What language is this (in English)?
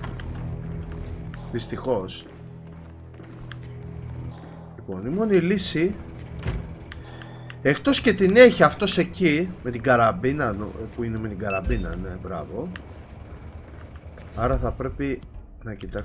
Greek